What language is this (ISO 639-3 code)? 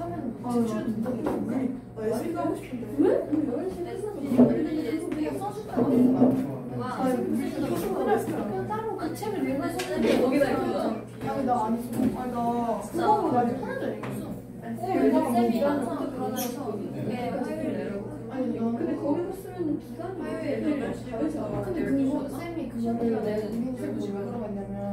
kor